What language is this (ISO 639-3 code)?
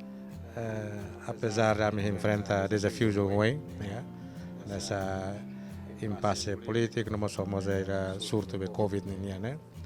tet